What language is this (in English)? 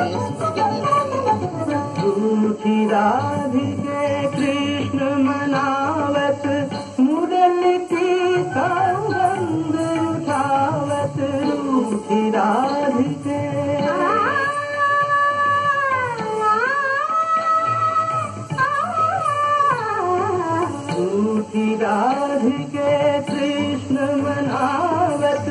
Hindi